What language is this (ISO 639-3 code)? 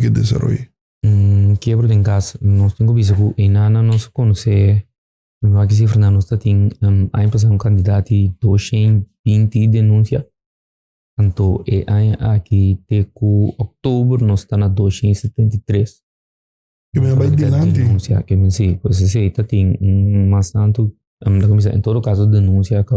pap